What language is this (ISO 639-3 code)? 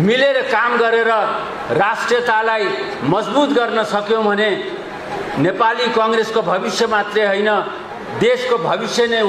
nep